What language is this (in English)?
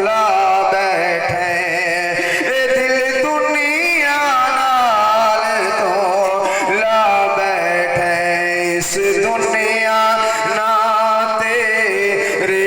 Saraiki